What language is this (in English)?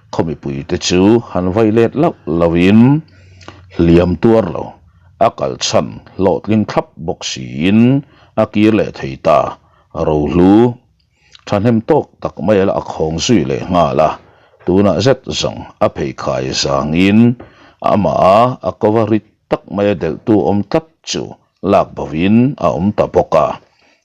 Mizo